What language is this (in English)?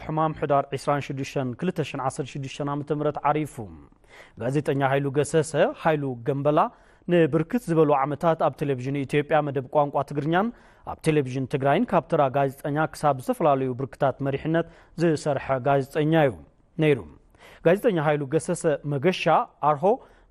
Tigrinya